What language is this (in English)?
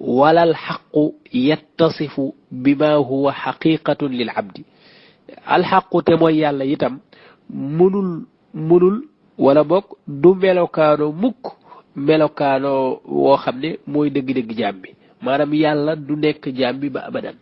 Wolof